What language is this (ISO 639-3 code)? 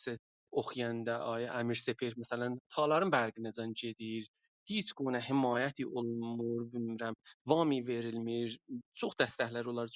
azb